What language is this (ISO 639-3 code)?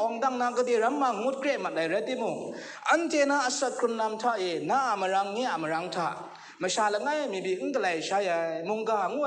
kac